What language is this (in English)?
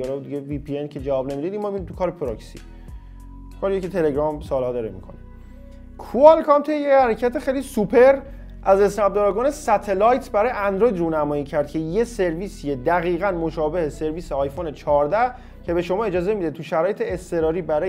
Persian